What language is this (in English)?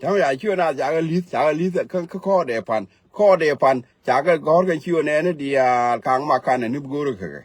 Nuer